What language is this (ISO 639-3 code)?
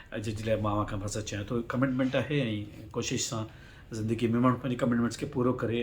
snd